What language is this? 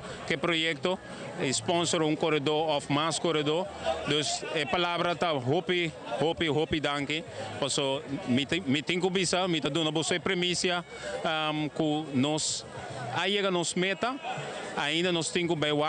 Papiamento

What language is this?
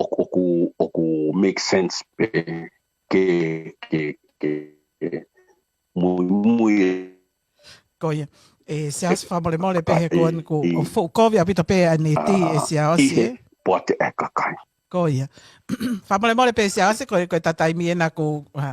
Tongan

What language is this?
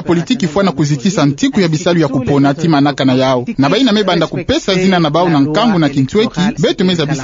Kituba (Democratic Republic of Congo)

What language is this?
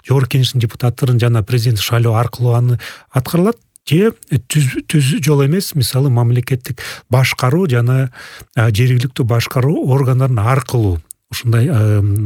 Kyrgyz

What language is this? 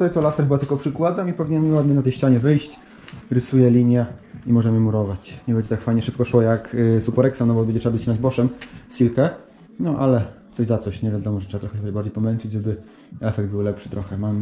Polish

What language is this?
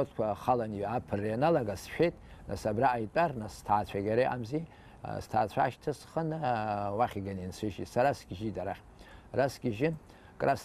Abkhazian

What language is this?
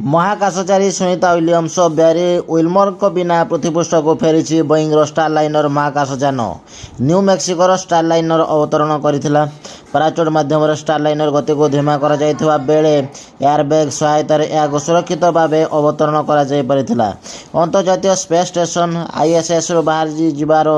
Odia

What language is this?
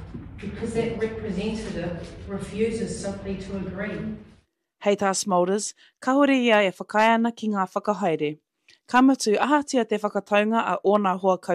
Māori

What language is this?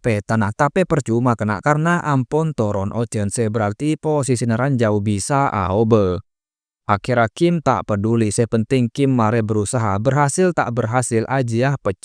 Madurese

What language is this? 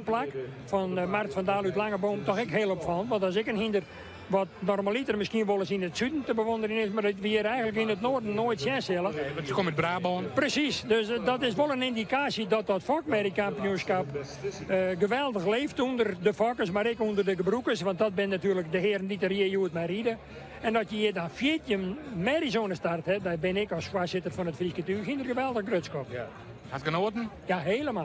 Western Frisian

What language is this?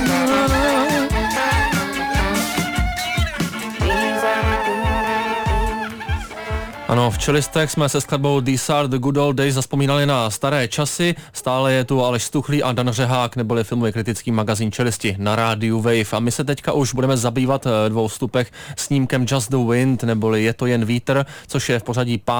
Czech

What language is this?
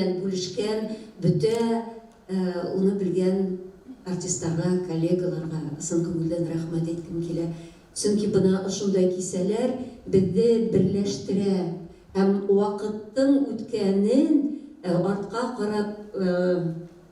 Bashkir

